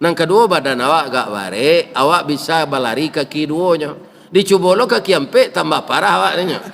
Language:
Minangkabau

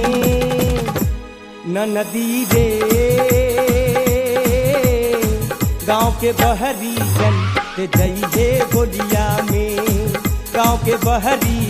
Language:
Bhojpuri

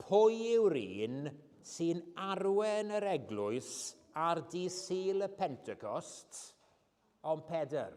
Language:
Welsh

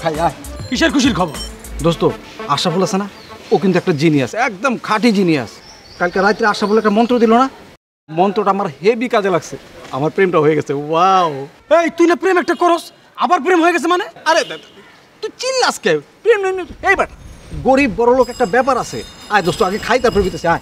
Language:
Bangla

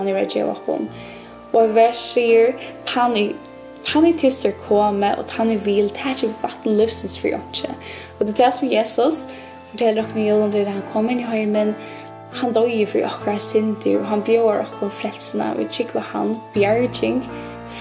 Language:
Faroese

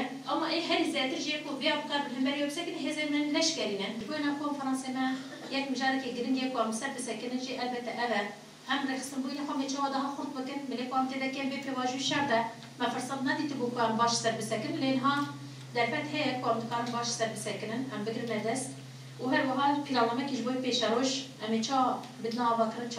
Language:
Kurdish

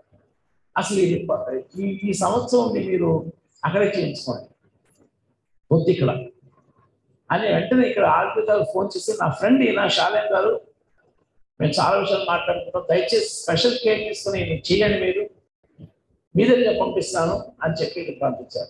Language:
Telugu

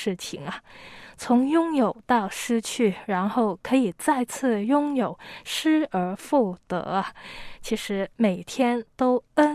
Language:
Chinese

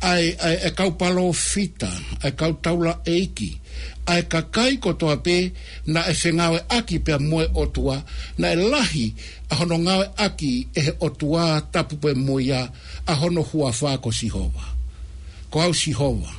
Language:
Tongan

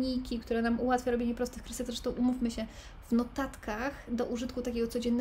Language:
Polish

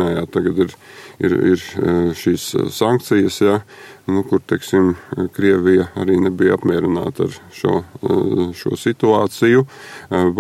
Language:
Latvian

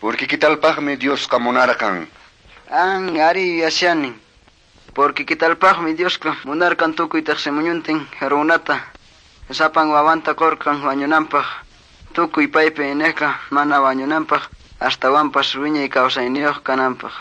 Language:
Quechua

